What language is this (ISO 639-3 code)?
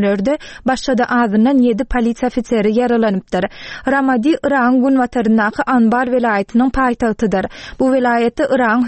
tuk